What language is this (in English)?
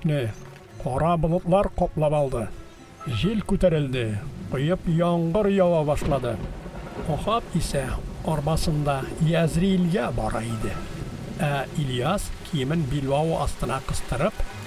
Tatar